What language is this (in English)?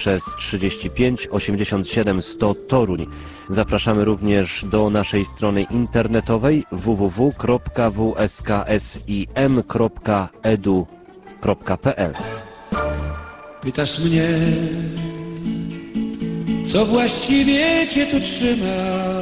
Polish